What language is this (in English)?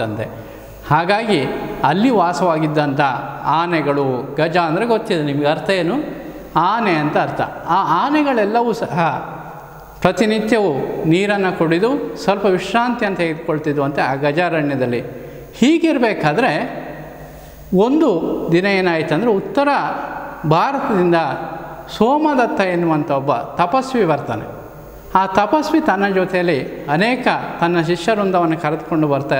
Kannada